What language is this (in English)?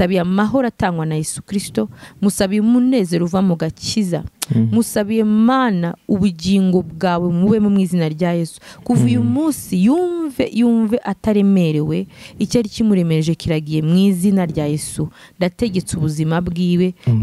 Kinyarwanda